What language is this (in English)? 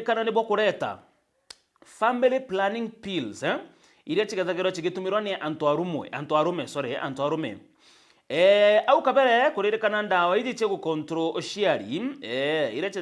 Meru